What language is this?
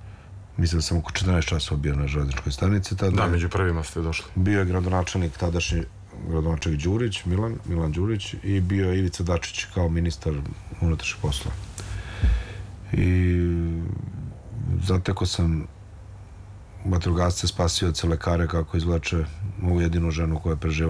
Serbian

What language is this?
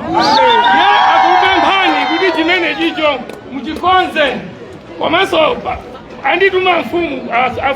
Nyanja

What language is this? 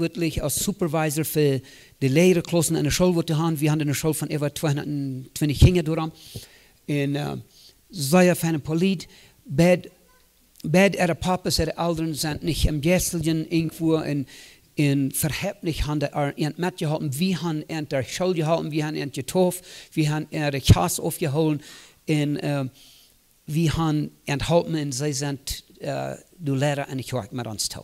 Plautdietsch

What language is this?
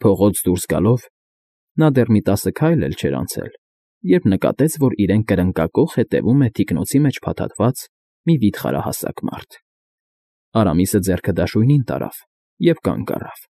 Armenian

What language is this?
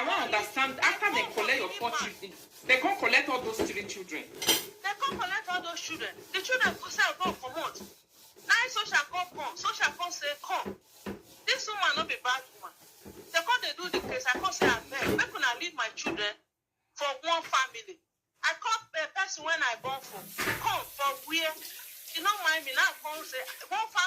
Nigerian Pidgin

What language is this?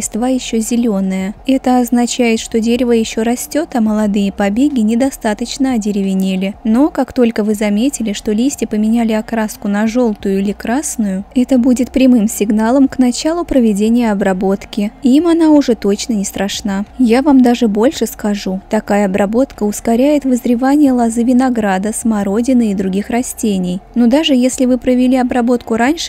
Russian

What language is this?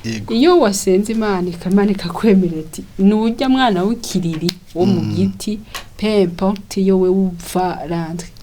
Rundi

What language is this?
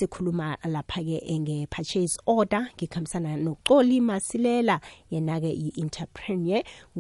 South Ndebele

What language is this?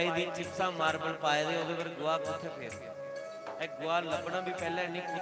Dogri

